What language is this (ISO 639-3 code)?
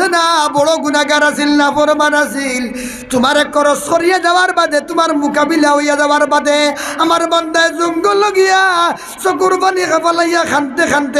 syl